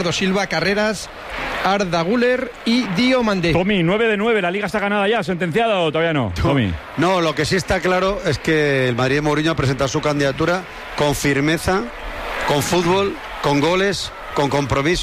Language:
Spanish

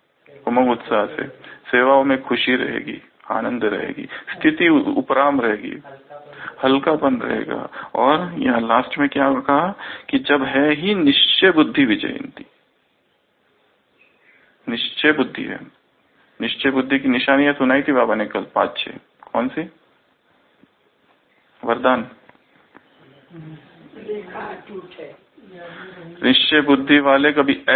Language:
Hindi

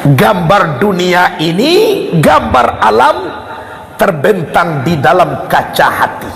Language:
Minangkabau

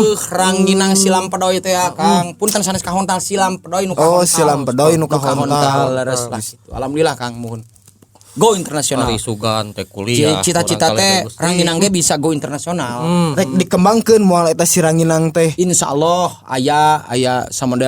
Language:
Sundanese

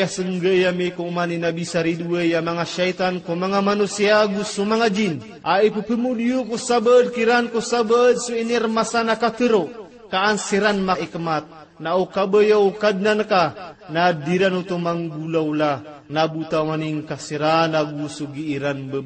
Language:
Maranao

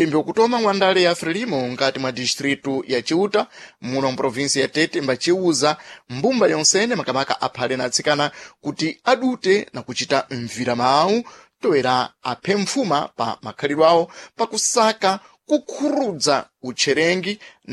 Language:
Sena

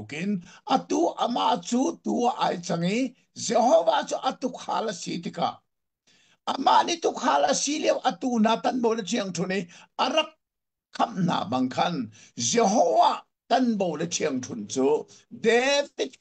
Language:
Hakha Chin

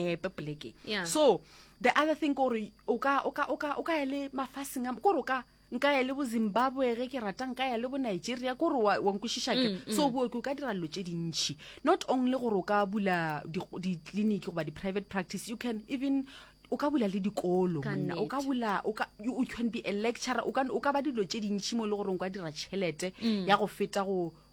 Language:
Northern Sotho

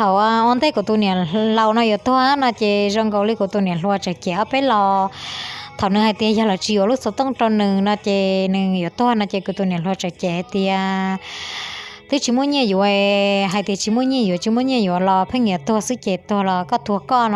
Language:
Hmong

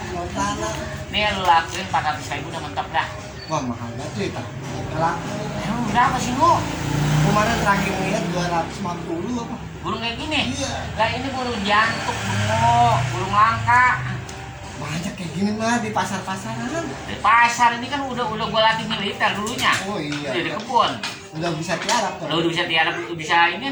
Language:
Betawi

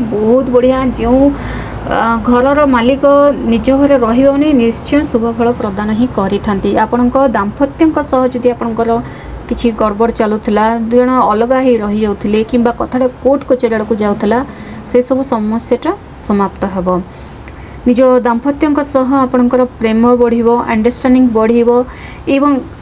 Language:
Odia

